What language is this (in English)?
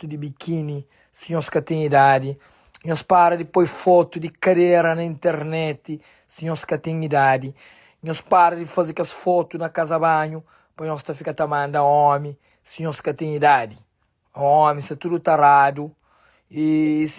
Kabuverdianu